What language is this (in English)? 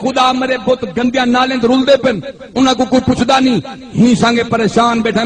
Saraiki